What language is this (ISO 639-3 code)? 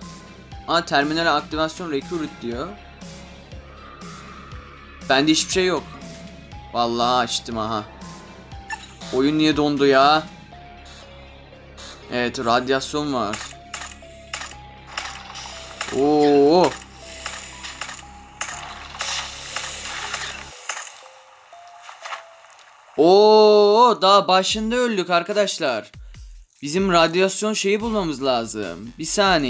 tur